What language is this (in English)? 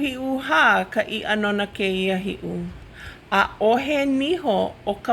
Hawaiian